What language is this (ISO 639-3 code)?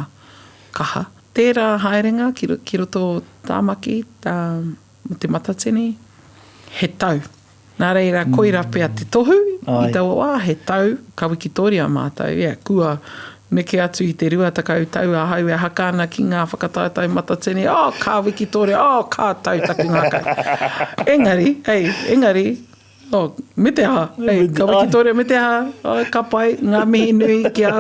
mri